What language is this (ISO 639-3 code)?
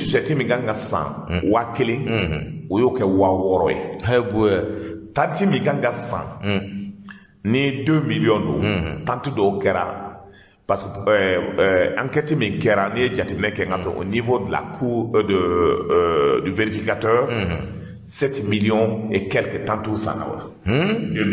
bam